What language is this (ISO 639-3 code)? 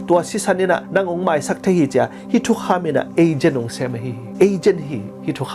ctd